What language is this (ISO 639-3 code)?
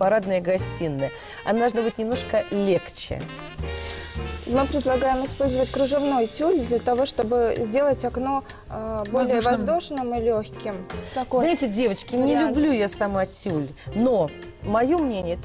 rus